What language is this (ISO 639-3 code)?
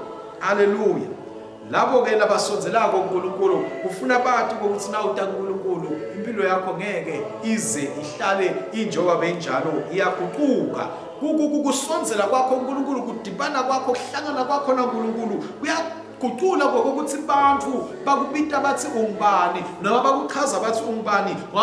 ssw